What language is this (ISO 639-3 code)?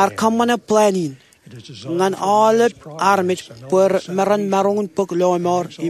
mah